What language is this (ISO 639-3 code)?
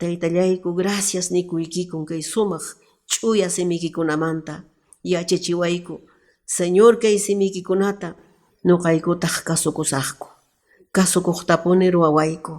que